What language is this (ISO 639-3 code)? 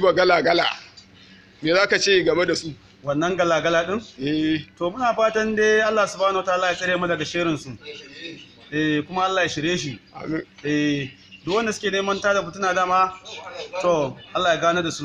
hau